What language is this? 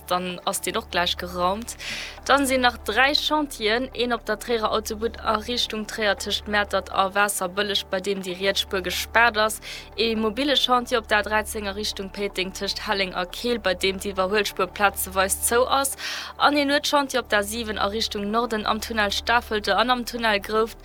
Luxembourgish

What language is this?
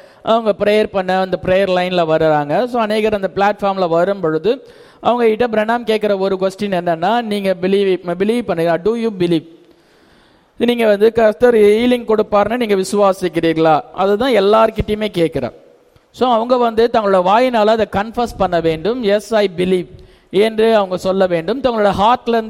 Tamil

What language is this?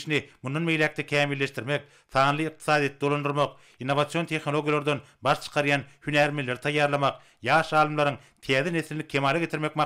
Turkmen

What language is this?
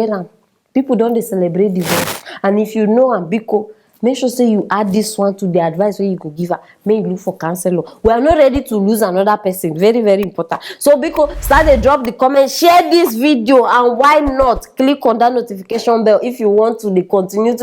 Nigerian Pidgin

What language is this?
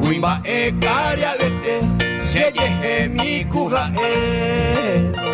Guarani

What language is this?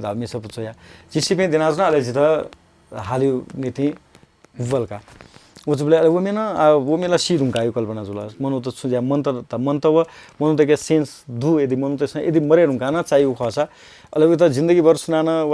Newari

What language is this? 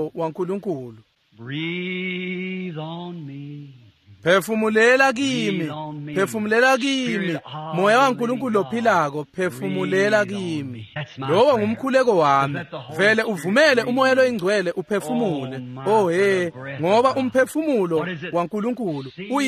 Swati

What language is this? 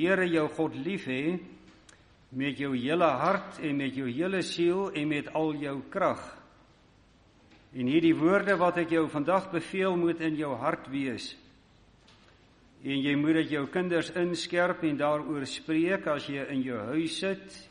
Afrikaans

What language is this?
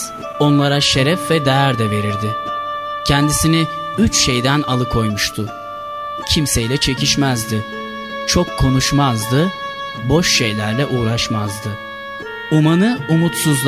Turkish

